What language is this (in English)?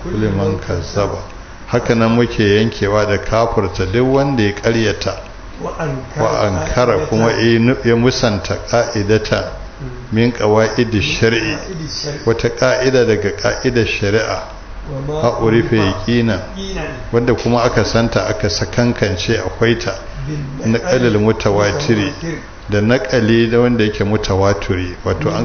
Hausa